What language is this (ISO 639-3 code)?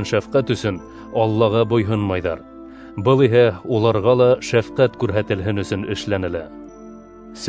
bak